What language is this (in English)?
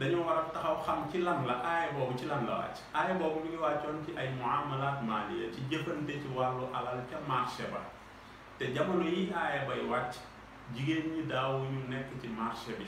Wolof